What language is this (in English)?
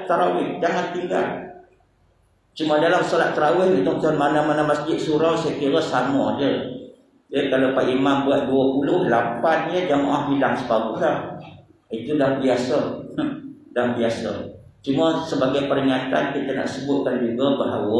Malay